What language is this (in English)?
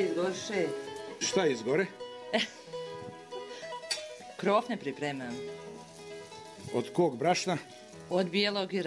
Bosnian